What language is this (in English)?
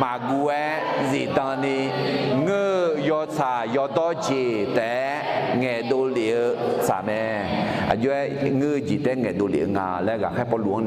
Akha